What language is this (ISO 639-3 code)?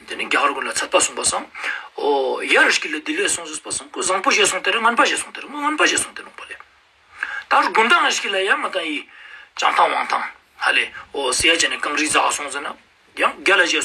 lbj